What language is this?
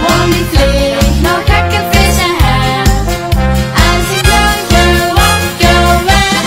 Limburgish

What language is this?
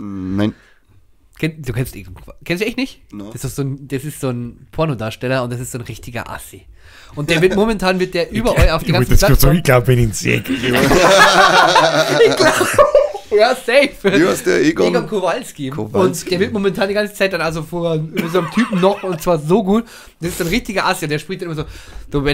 Bavarian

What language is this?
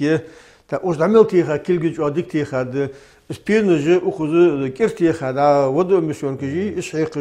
Ingush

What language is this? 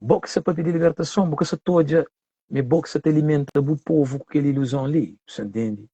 Kabuverdianu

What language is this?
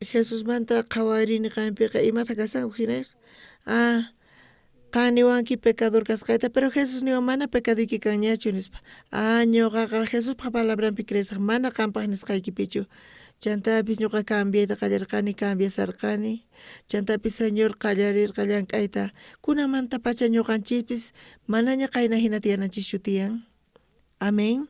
South Bolivian Quechua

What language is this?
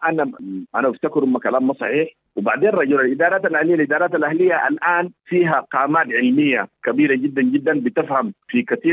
Sudanese Arabic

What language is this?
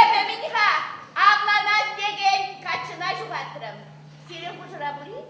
Chuvash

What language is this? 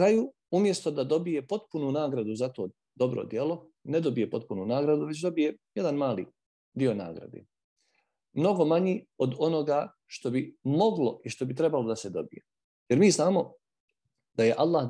Bosnian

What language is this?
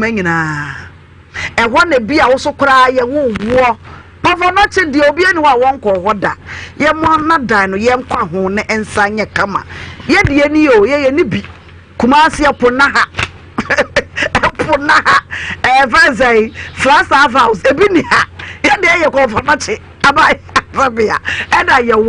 Akan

